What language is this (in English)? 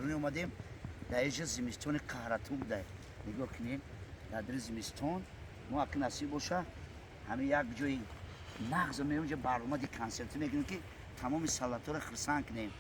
Tajik